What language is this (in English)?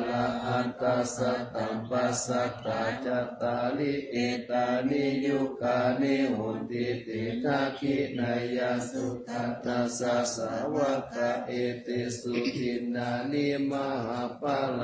Pali